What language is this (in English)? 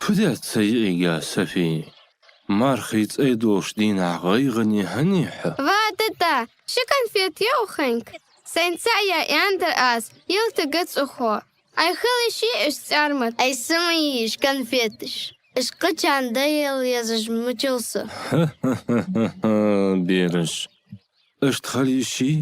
Ingush